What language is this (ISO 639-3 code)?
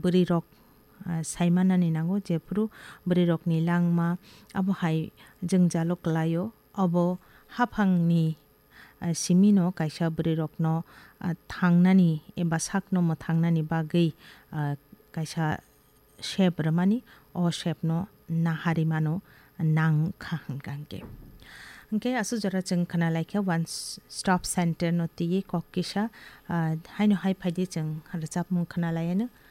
trp